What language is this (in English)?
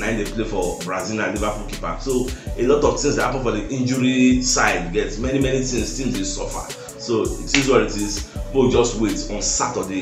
Nigerian Pidgin